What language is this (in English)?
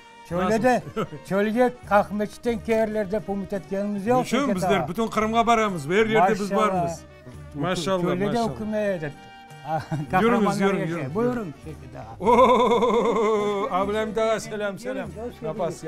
Crimean Tatar